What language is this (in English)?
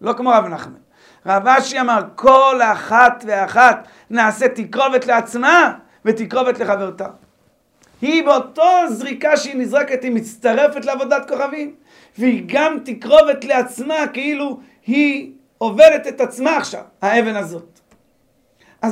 Hebrew